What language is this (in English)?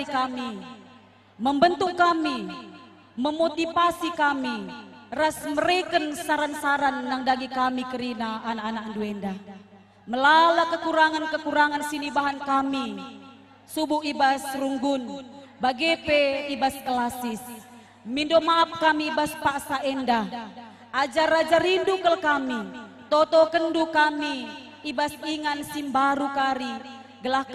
Batak Karo